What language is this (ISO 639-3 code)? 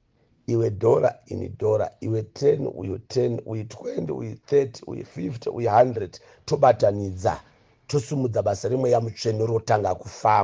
sna